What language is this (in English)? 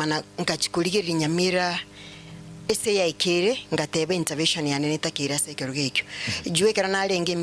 Gusii